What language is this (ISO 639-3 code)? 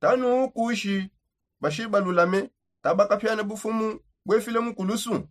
sop